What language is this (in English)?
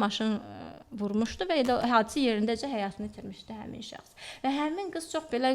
Azerbaijani